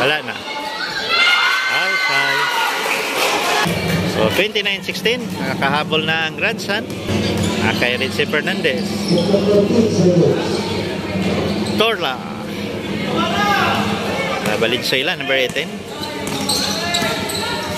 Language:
Filipino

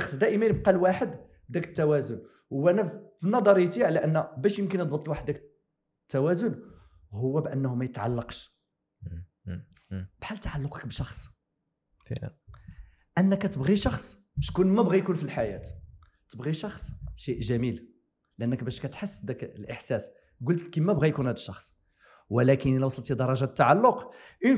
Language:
Moroccan Arabic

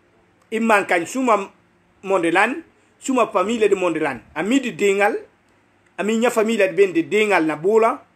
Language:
Upper Guinea Crioulo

